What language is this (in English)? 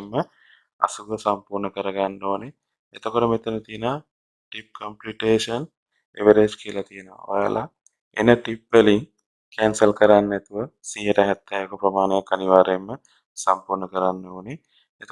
Sinhala